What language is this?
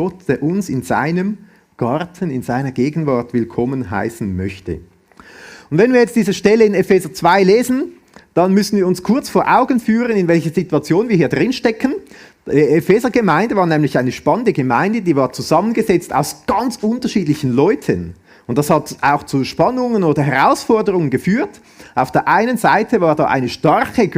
Swiss German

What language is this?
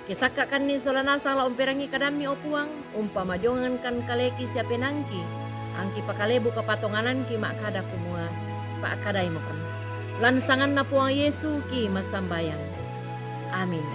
Toraja-Sa'dan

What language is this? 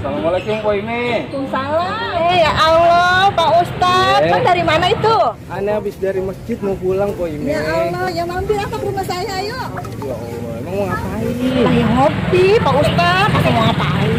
Betawi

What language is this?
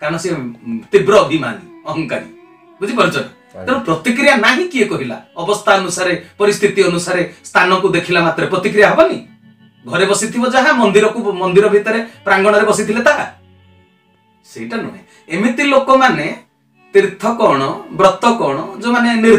Odia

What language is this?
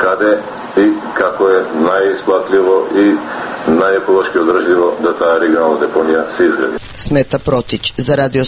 Macedonian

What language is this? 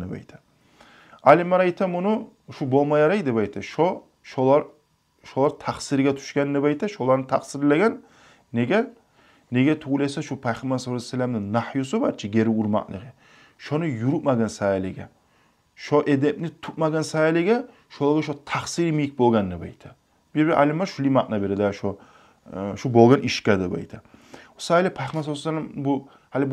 Kumyk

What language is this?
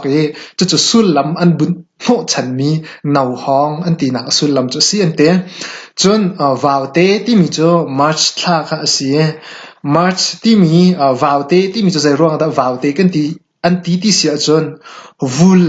Hakha Chin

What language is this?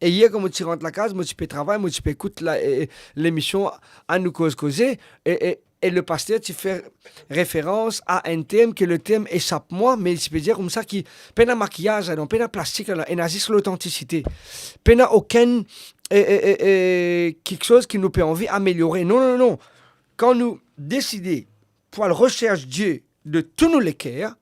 Morisyen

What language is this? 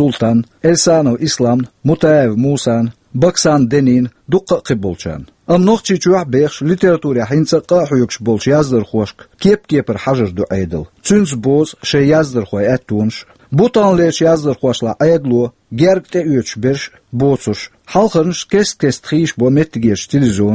Chechen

